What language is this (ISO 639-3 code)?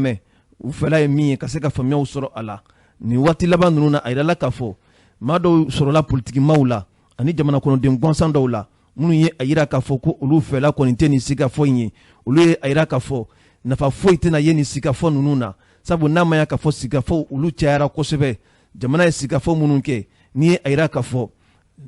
bam